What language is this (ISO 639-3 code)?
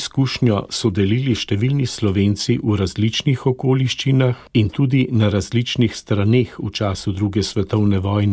slv